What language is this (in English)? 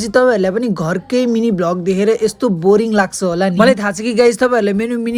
Nepali